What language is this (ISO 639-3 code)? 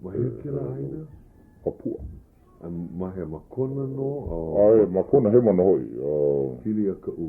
haw